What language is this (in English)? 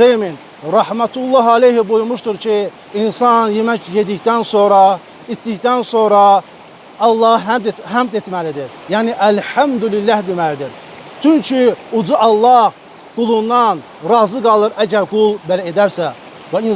Azerbaijani